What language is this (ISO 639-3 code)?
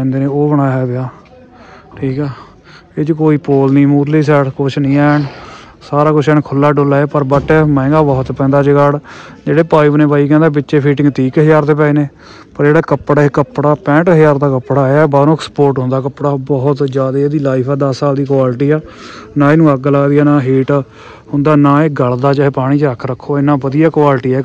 pan